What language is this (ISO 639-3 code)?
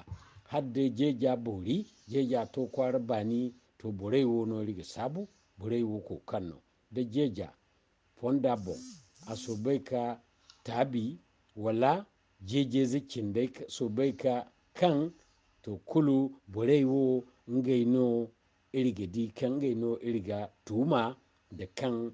dje